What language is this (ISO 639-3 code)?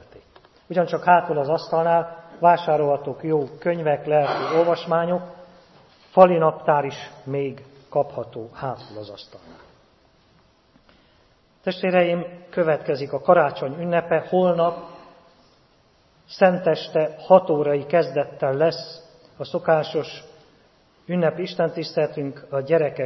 hun